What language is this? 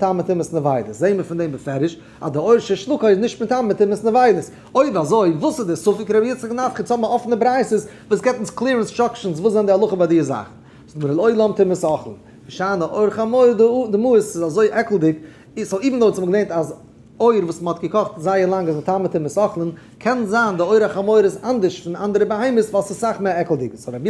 Yiddish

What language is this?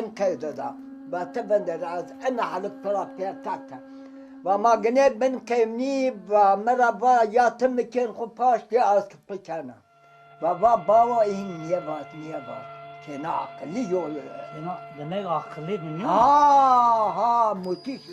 Zaza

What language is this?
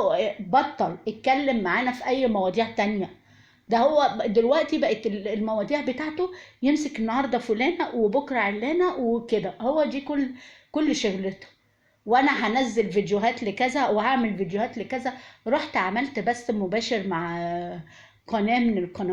Egyptian Arabic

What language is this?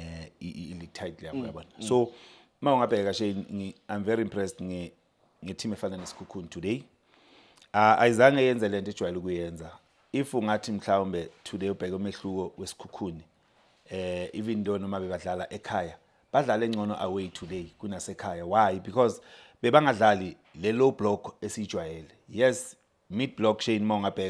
Zulu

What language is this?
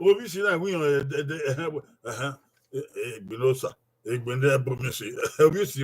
Bini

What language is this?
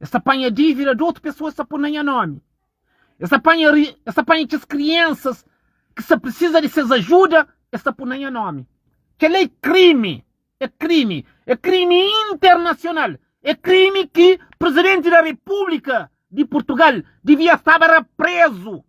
Kabuverdianu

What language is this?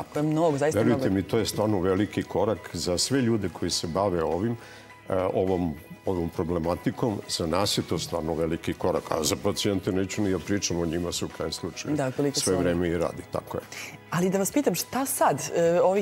Serbian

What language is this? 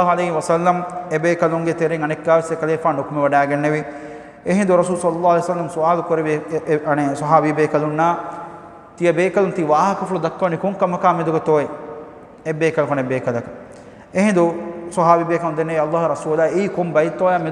Divehi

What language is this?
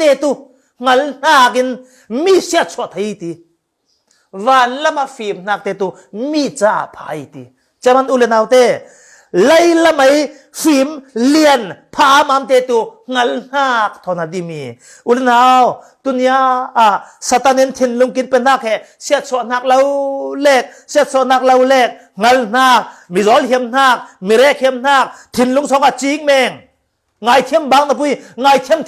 Falam Chin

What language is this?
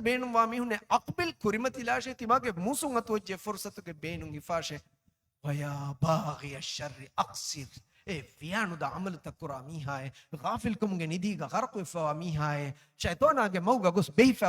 Divehi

